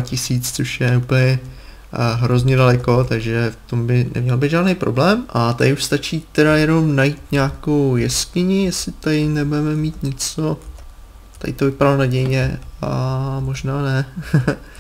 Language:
Czech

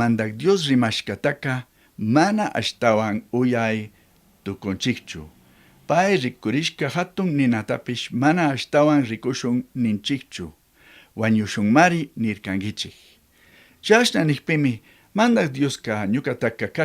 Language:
Chimborazo Highland Quichua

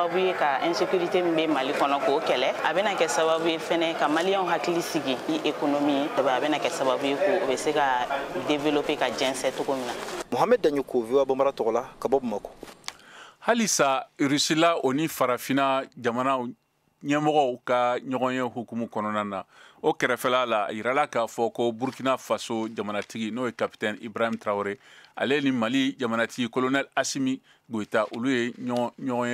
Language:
Bambara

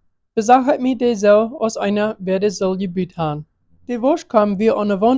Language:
Plautdietsch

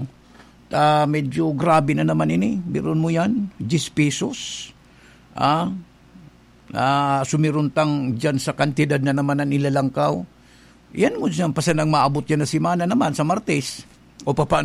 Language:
Bikol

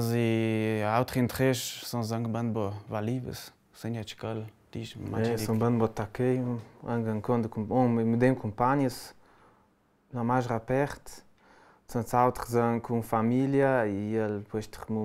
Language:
Ladin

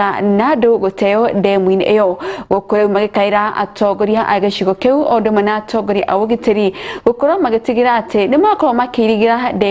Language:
Kikuyu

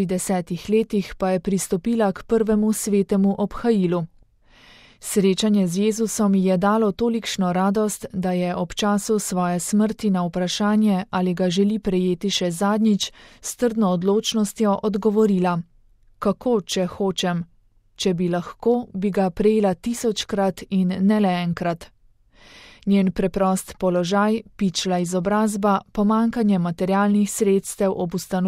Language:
Slovenian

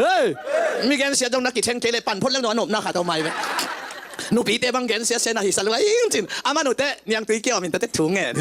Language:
Tedim Chin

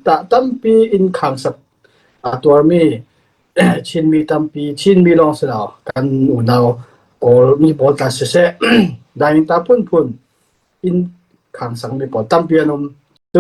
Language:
Falam Chin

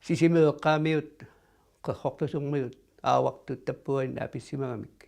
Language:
Kalaallisut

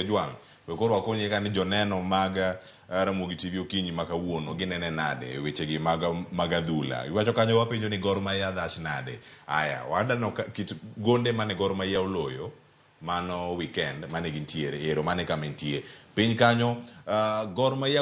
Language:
Luo (Kenya and Tanzania)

